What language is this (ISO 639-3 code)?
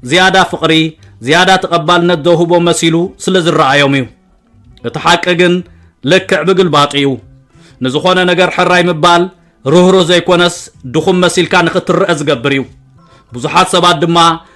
tir